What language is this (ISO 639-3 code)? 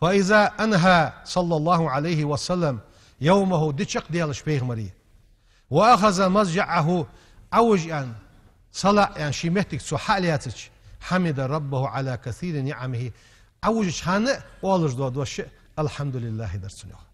inh